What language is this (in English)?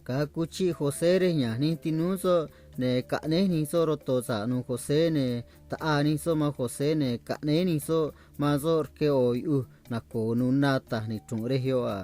Copala Triqui